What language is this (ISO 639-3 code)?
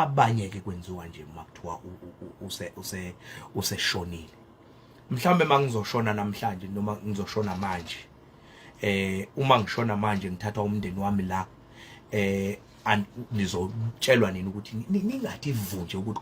zul